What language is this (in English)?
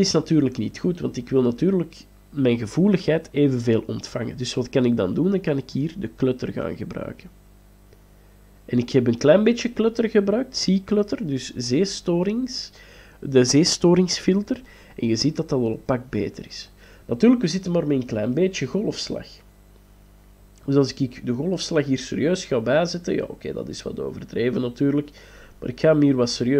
Dutch